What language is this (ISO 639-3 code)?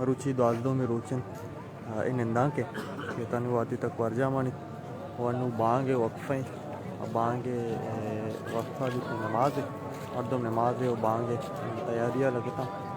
bal